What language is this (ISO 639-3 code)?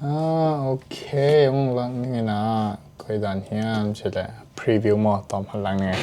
ctd